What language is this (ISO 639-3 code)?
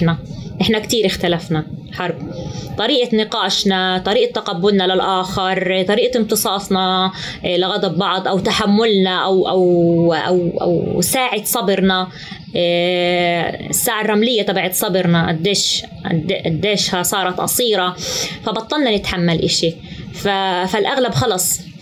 apc